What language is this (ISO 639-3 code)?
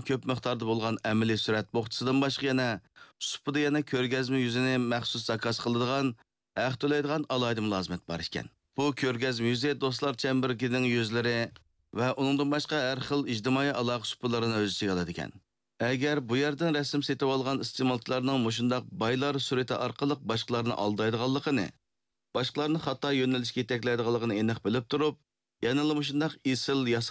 uig